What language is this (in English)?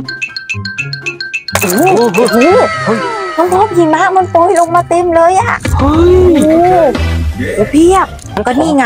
Thai